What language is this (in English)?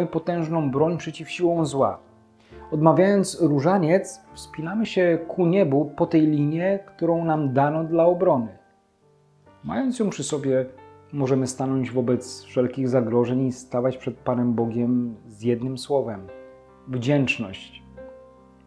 Polish